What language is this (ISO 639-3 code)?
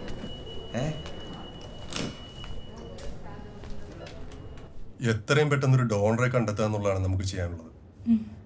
mal